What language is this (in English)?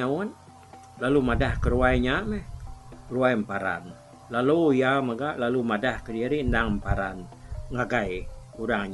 Iban